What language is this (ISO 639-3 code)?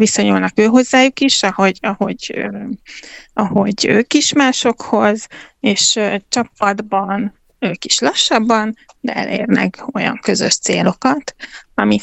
hun